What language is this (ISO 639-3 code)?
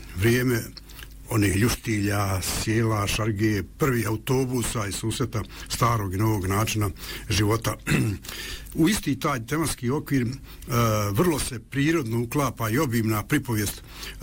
bos